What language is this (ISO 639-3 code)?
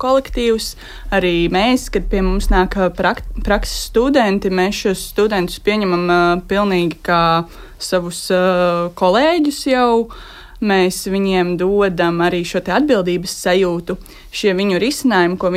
lav